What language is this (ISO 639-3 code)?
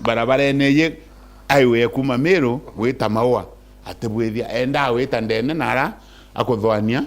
mer